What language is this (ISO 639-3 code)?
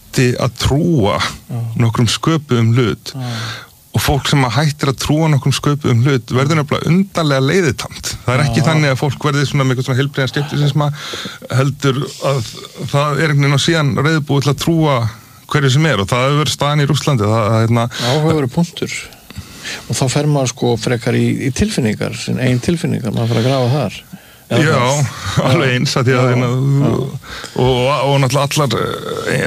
isl